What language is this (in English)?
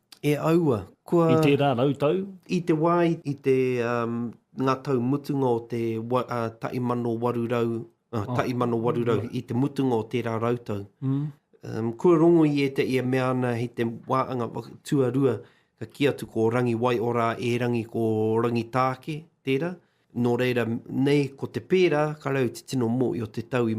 Māori